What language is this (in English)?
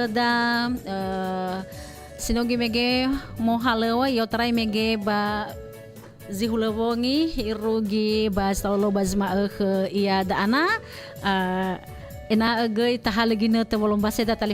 Nias